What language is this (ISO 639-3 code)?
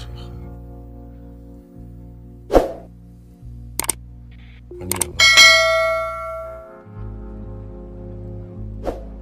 nld